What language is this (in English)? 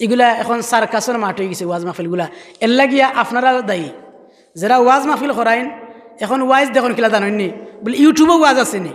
Sylheti